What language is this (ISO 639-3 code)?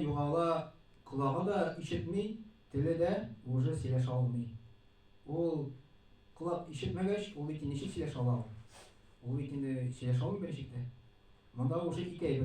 tat